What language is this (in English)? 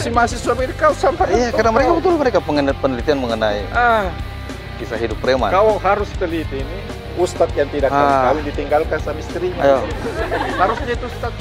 Makassar Malay